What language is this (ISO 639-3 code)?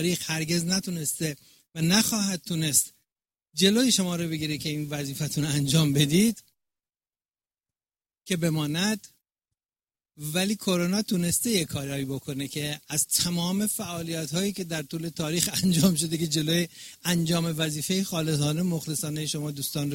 fas